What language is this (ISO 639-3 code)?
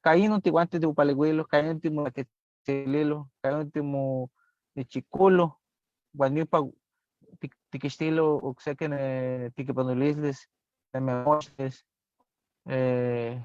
nhe